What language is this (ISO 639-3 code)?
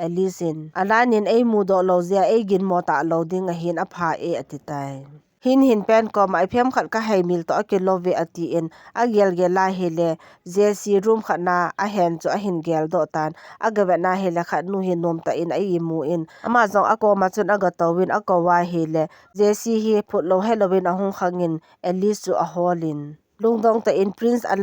tcz